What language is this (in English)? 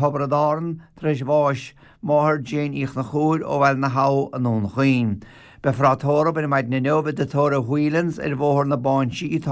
Irish